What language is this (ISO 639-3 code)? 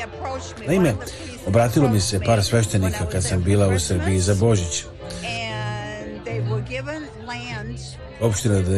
srp